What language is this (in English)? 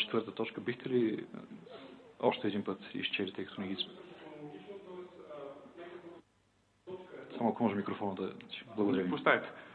Bulgarian